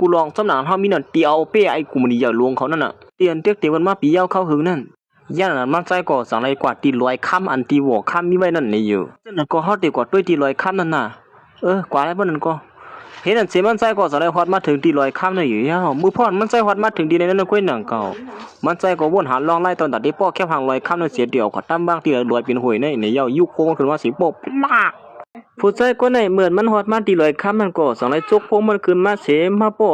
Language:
Shan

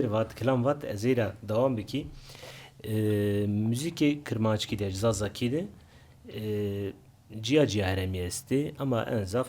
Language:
Zaza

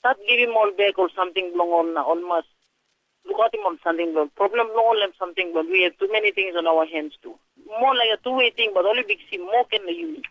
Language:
Tok Pisin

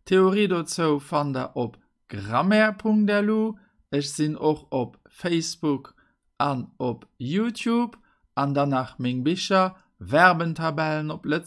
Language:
Luxembourgish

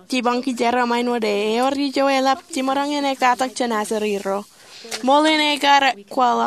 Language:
Marshallese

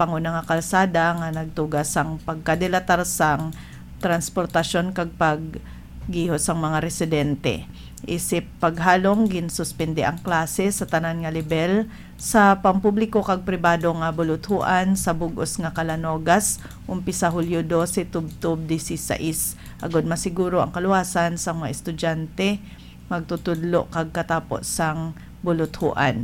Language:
Hiligaynon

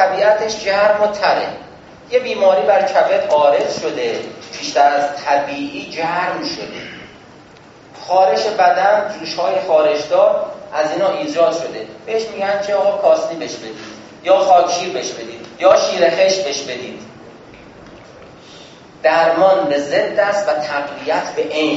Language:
Persian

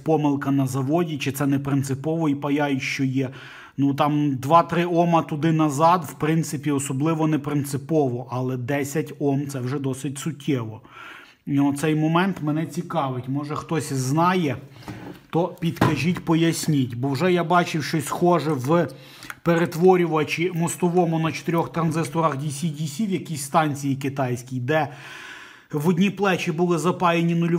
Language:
Ukrainian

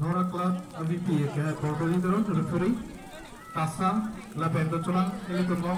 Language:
Karbi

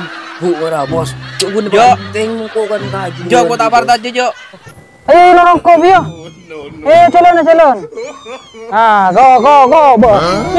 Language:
Madurese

